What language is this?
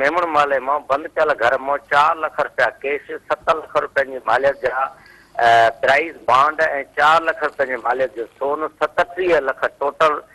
Sindhi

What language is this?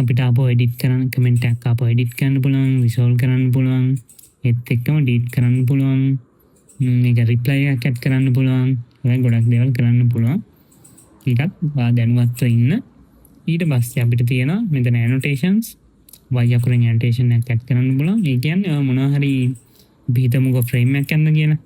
Sinhala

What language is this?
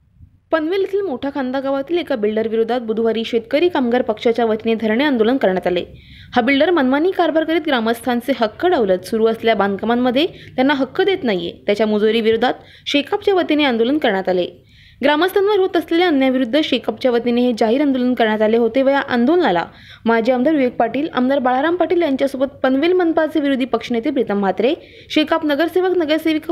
Marathi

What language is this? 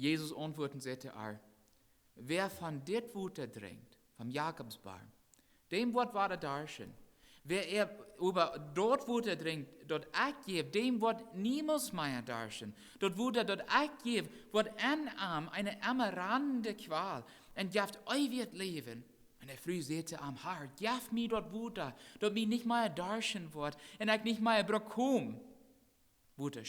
Plautdietsch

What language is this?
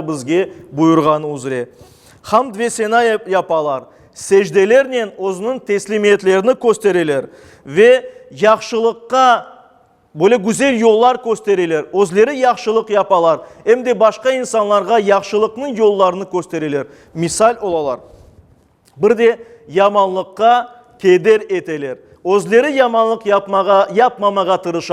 Crimean Tatar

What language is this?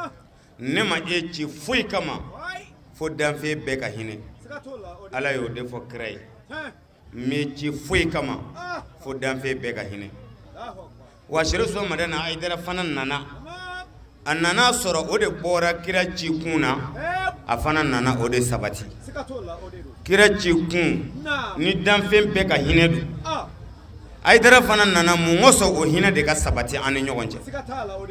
Bambara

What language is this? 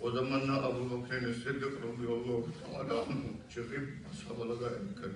Kumyk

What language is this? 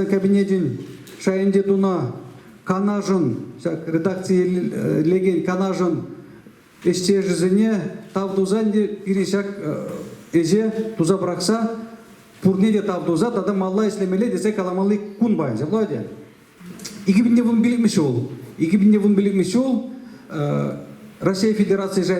Chuvash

